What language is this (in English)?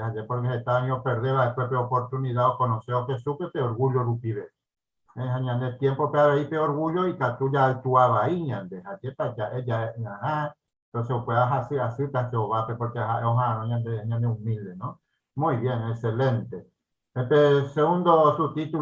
Guarani